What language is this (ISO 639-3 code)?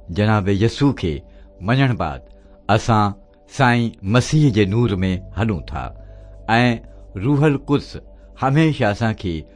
snd